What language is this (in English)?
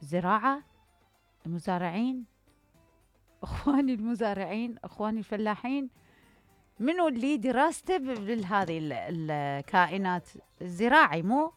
Mesopotamian Arabic